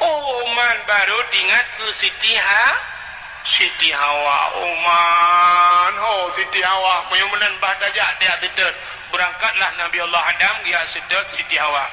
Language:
Achinese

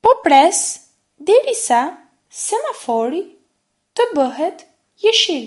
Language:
Albanian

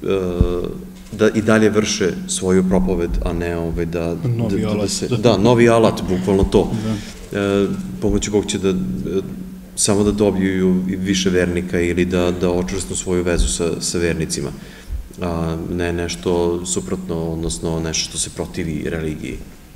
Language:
Serbian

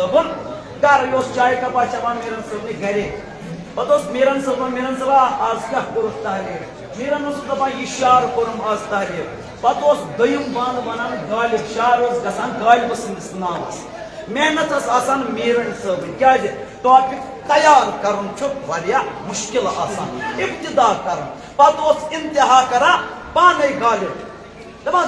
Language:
Kashmiri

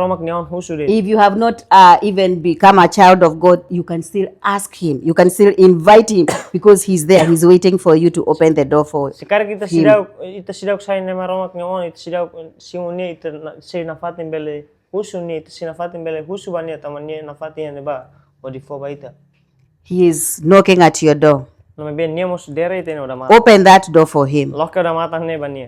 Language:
Tetum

